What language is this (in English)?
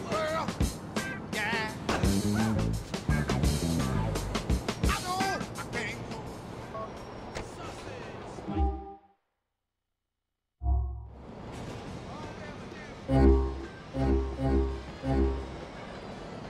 English